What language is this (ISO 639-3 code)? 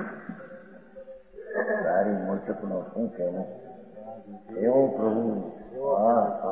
guj